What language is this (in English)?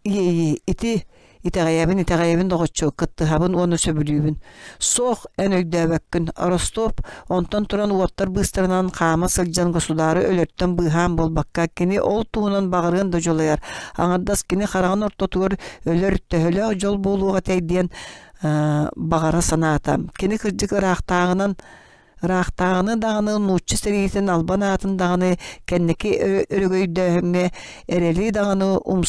Yakut